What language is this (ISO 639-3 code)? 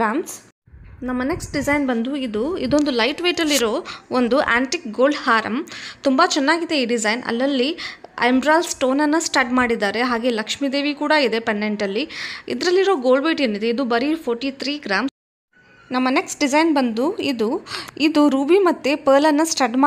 kan